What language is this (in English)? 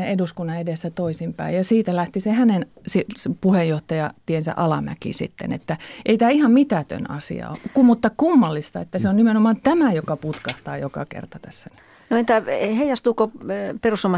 Finnish